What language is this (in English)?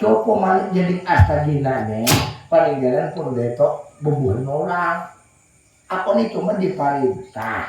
Banjar